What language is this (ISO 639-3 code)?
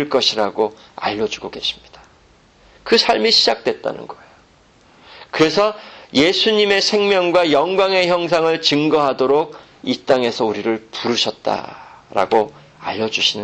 kor